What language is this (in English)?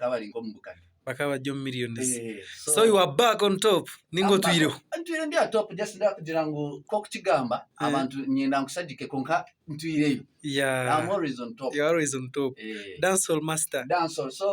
Nyankole